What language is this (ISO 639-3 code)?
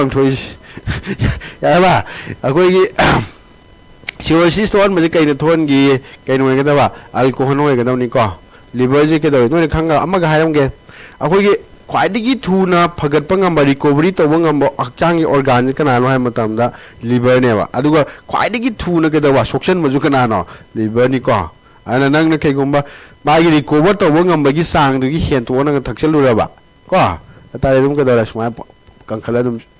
mni